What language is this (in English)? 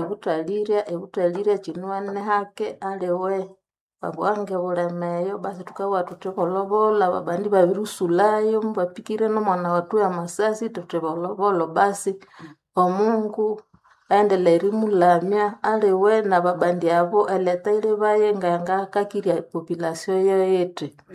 Nande